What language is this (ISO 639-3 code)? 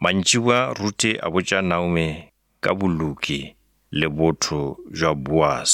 nso